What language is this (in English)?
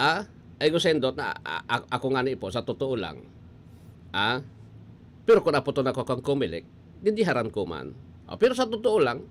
Bikol